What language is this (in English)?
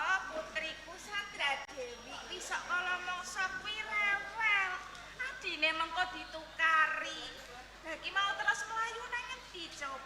Javanese